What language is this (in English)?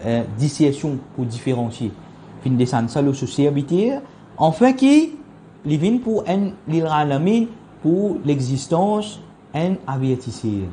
Morisyen